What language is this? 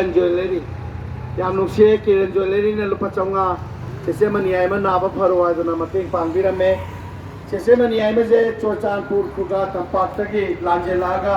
Manipuri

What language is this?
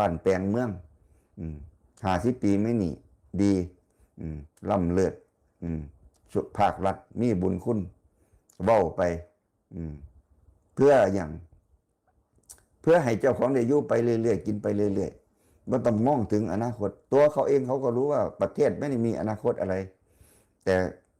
Northeastern Thai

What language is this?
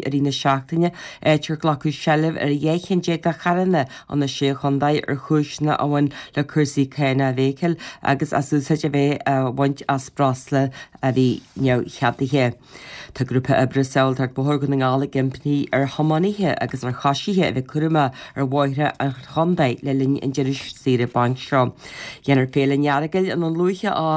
Irish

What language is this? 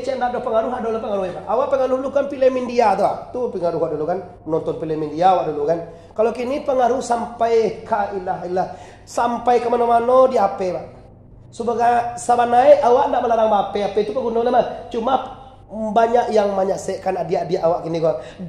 Minangkabau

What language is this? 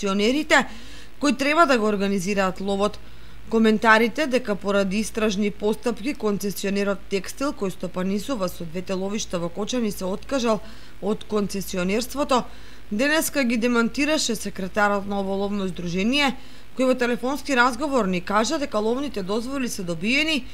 Macedonian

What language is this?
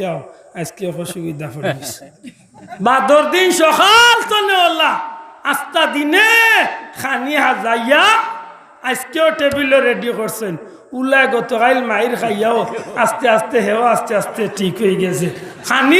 Sylheti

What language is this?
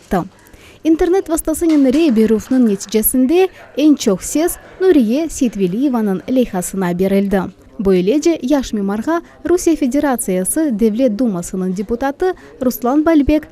Crimean Tatar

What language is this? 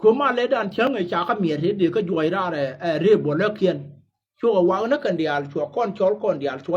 Nuer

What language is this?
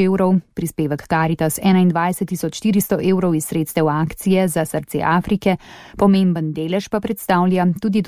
Slovenian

